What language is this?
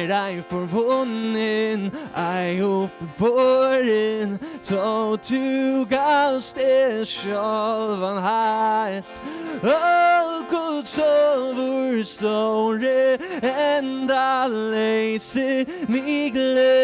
Faroese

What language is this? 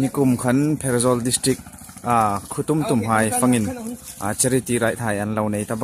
Hmar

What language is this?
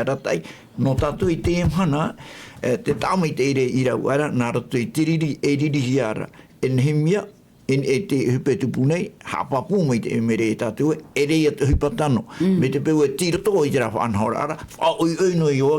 Tahitian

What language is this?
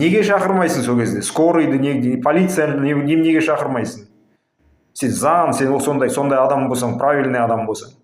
Kazakh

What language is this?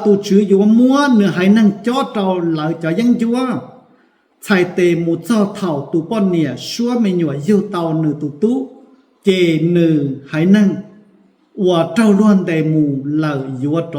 Hmong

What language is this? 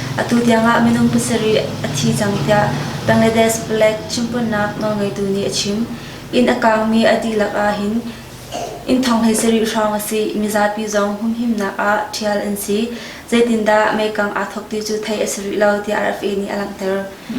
Hakha Chin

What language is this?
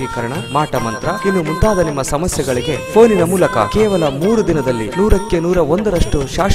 Kannada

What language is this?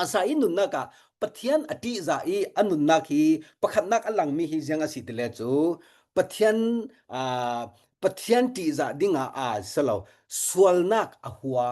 Falam Chin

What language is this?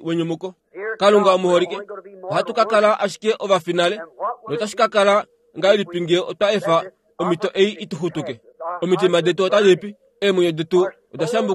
Kuanyama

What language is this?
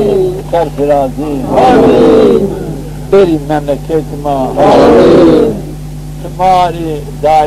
Zaza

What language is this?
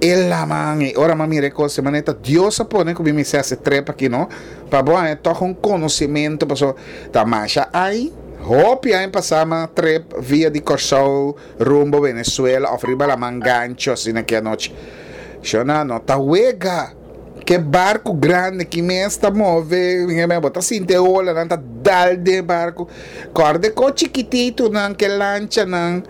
Papiamento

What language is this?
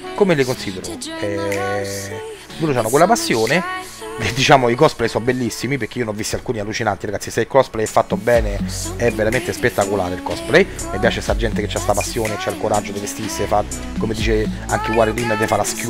Italian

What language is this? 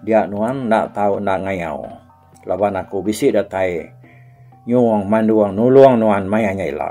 Iban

